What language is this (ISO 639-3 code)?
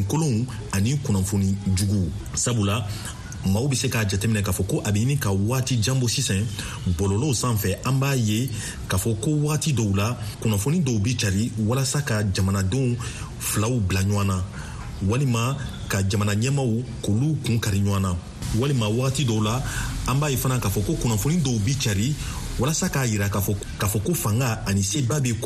bam